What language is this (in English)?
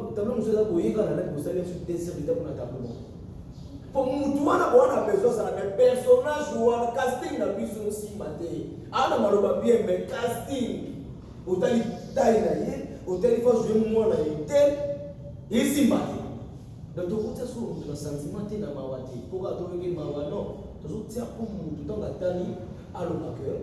Lingala